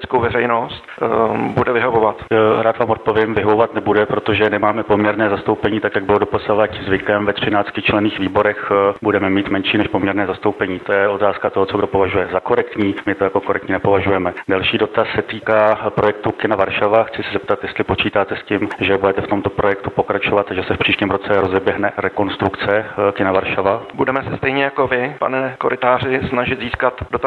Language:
Czech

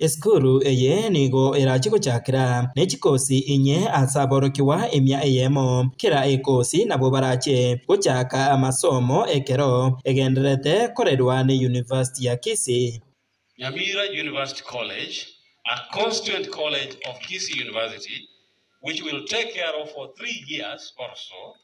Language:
Gusii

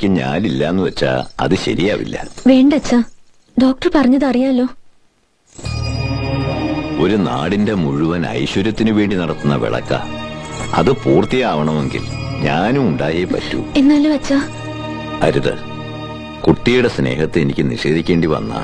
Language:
Malayalam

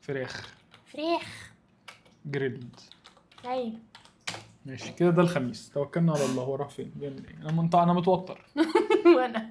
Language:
Egyptian Arabic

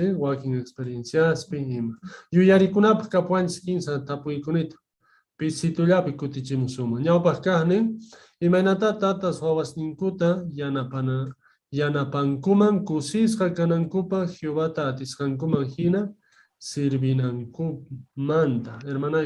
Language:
South Bolivian Quechua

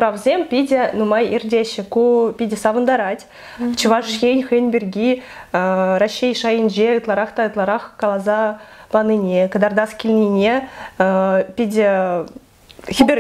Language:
Chuvash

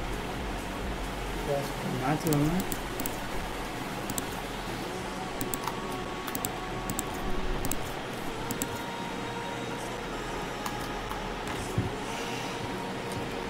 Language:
Tamil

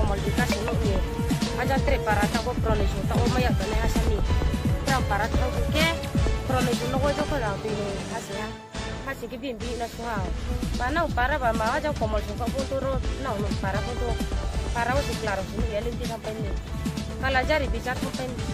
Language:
Riang (India)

